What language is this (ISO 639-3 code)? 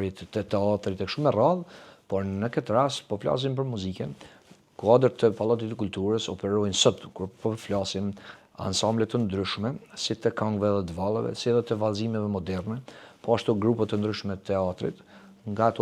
sqi